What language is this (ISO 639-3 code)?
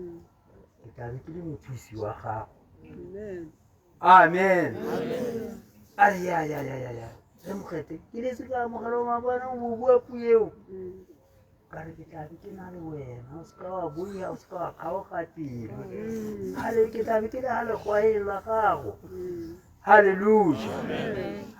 tsn